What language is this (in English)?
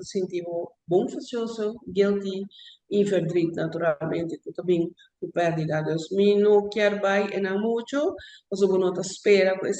Papiamento